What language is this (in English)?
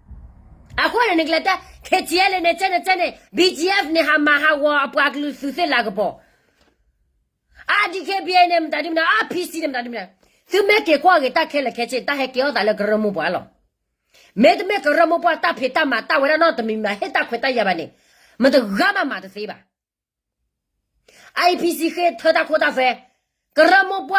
S'gaw Karen